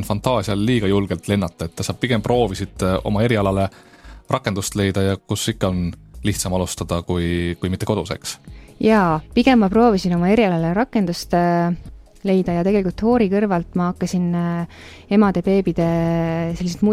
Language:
Estonian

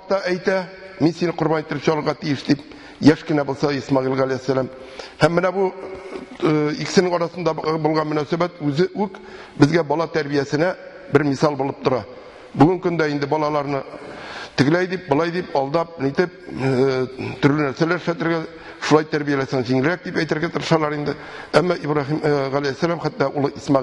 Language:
Tatar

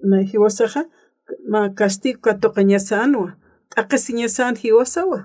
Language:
Aymara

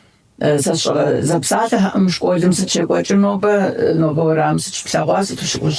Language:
Kabardian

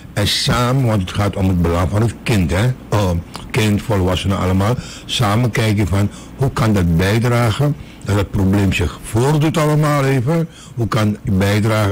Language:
Dutch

